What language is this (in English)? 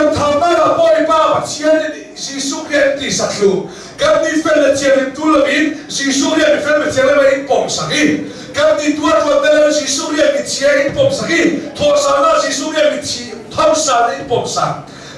Hakha Chin